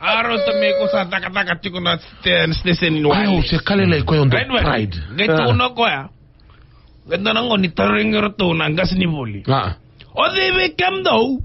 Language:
Fijian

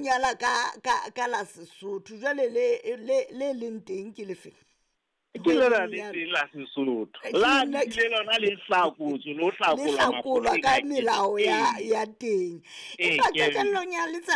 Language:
Southern Sotho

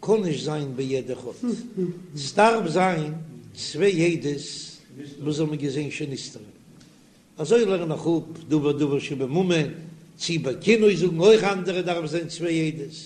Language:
Yiddish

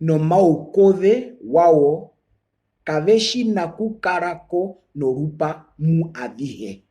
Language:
Herero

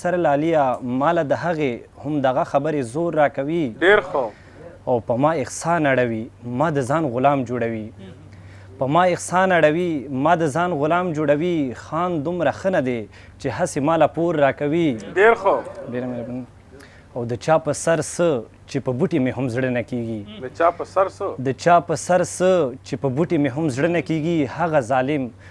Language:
Pashto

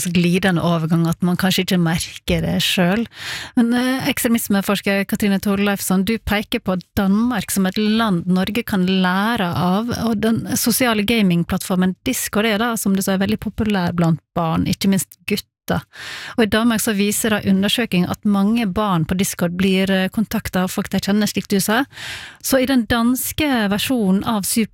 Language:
Norwegian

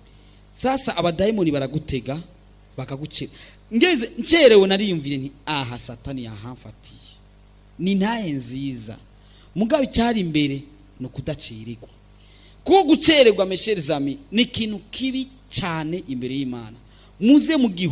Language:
Rundi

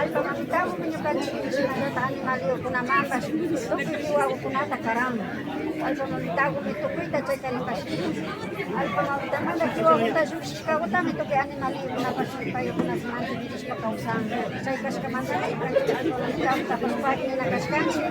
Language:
Imbabura Highland Quichua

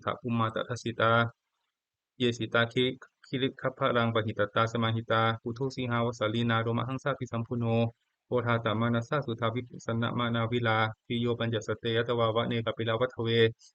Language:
Pali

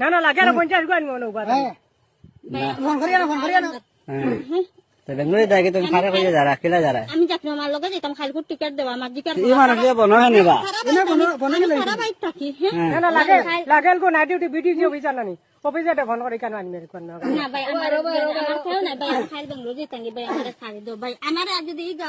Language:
Sylheti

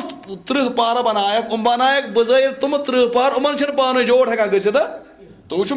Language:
Kashmiri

